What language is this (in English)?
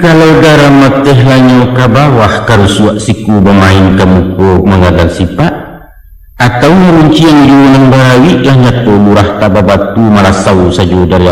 Minangkabau